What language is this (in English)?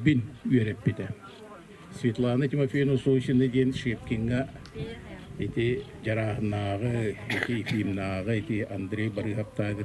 Yakut